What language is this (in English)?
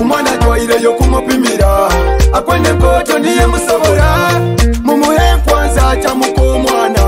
Nyoro